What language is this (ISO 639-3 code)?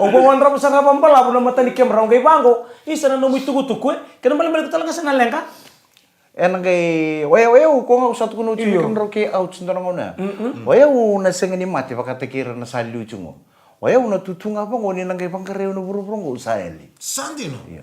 fij